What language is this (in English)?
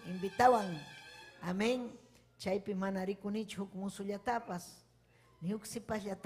Ayacucho Quechua